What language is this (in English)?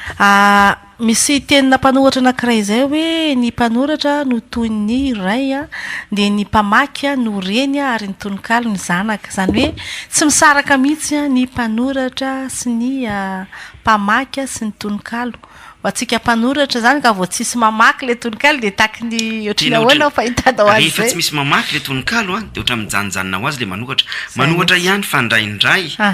Malagasy